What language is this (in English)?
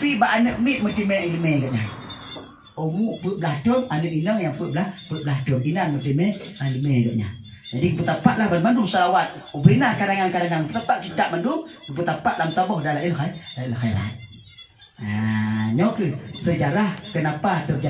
Achinese